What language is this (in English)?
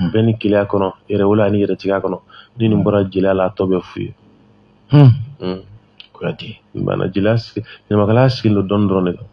Bambara